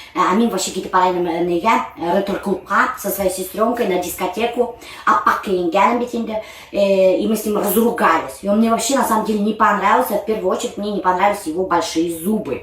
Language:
Bashkir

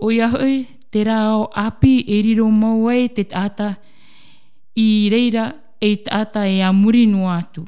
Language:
Tahitian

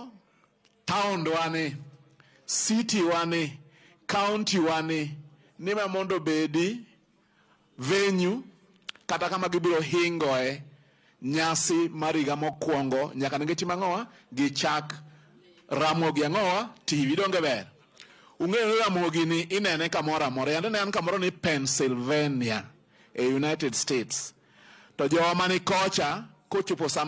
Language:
Luo (Kenya and Tanzania)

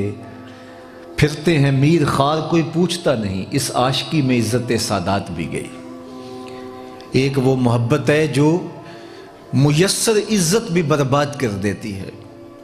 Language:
Urdu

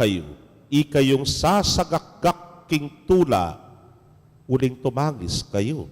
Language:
Pampanga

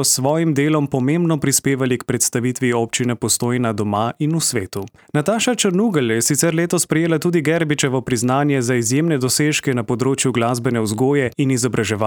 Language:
Slovenian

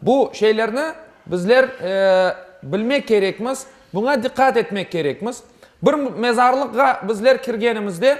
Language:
Crimean Tatar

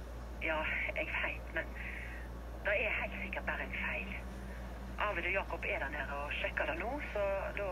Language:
Norwegian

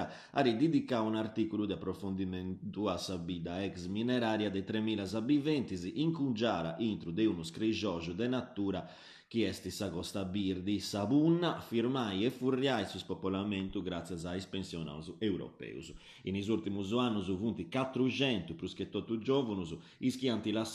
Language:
Sardinian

